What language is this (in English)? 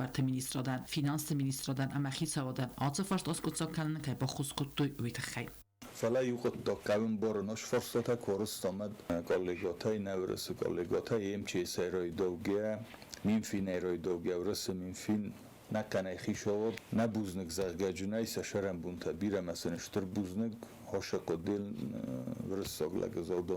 Ossetic